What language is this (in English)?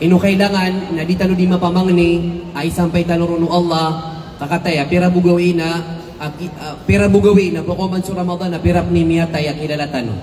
Maranao